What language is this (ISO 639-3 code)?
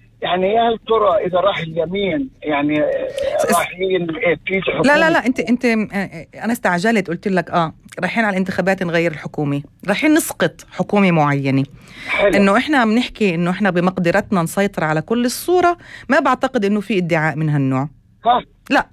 apc